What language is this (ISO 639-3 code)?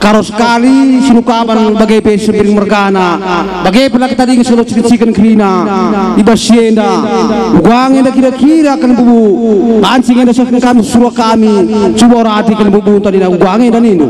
btx